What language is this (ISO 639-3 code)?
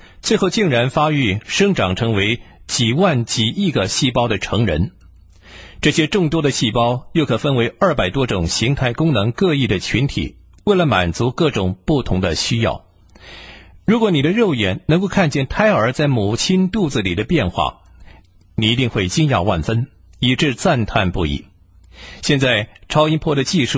zho